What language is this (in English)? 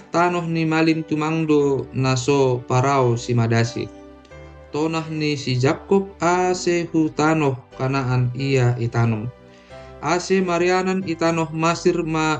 Batak Simalungun